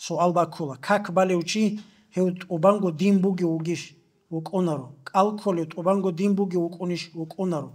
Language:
Avaric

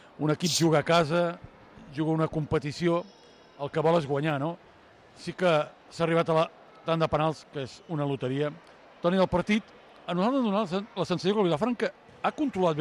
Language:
Catalan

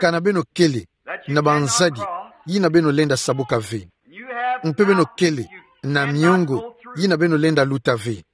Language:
Kituba (Democratic Republic of Congo)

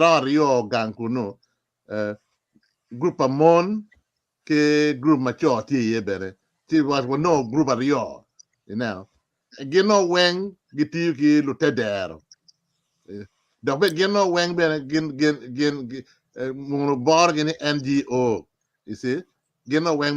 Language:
Acoli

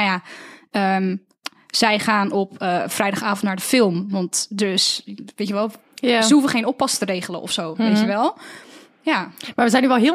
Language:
Dutch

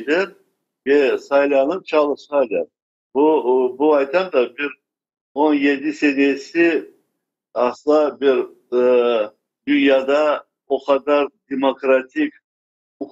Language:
Crimean Tatar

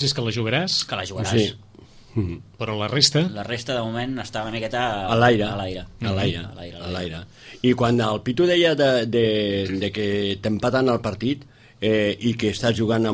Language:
Catalan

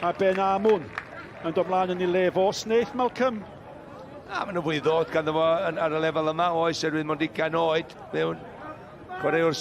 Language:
Welsh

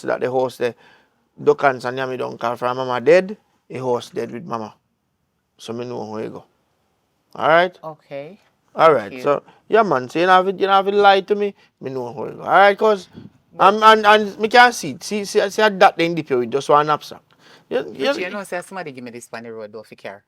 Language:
Jamaican Creole English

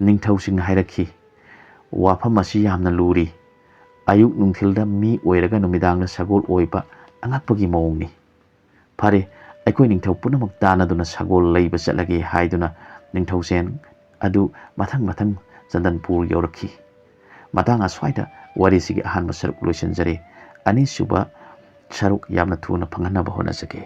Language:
Manipuri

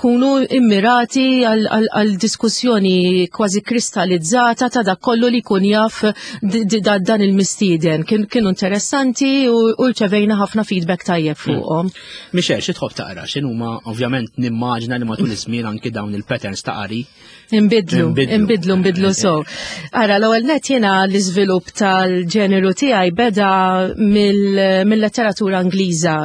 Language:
Maltese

